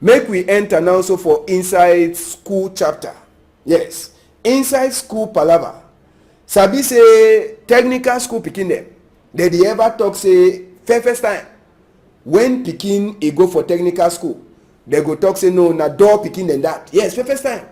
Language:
Cameroon Pidgin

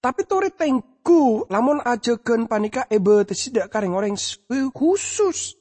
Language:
Madurese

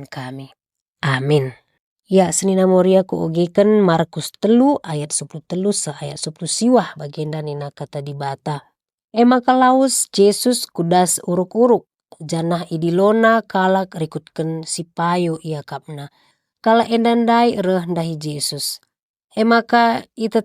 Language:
Batak Karo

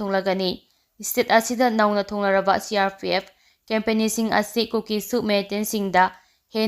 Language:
Manipuri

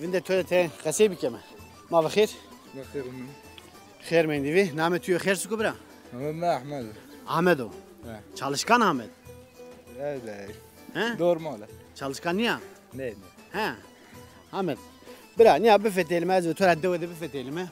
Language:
Zaza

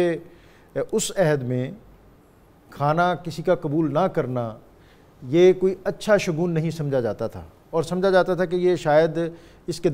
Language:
Urdu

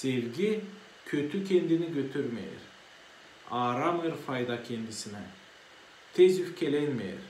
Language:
Gagauz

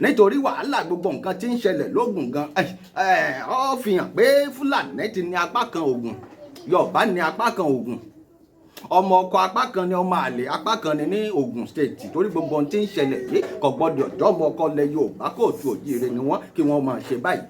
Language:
Yoruba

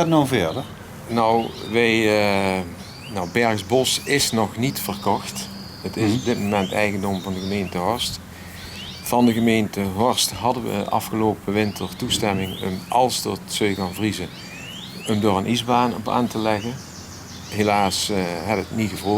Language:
Limburgish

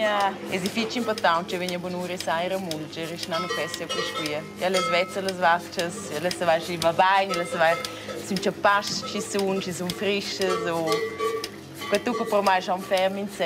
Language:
Romansh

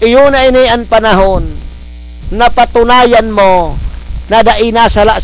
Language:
Bikol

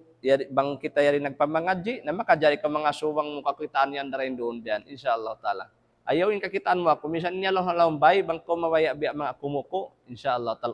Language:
Tausug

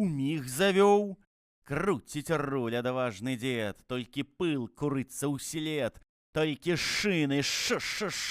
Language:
Belarusian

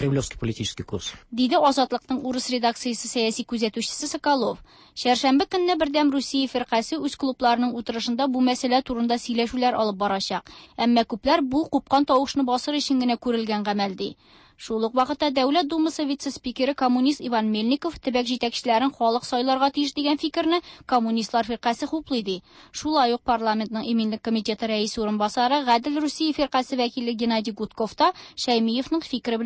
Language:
Tatar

